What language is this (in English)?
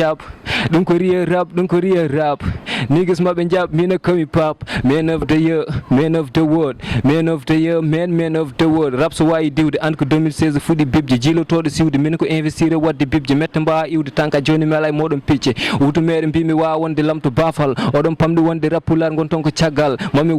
Fula